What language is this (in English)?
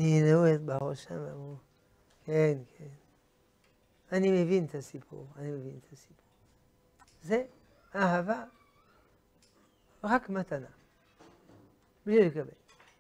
Hebrew